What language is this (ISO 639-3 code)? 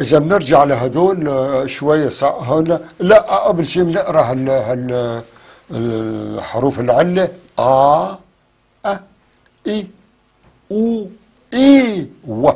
apc